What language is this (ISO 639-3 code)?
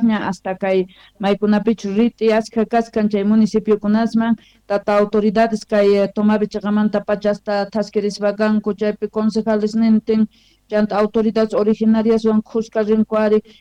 quh